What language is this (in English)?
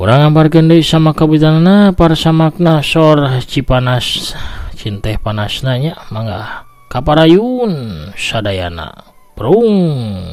Sundanese